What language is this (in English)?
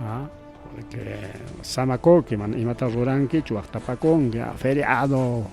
Ayacucho Quechua